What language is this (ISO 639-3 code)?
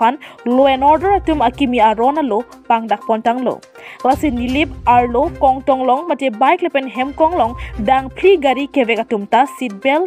mjw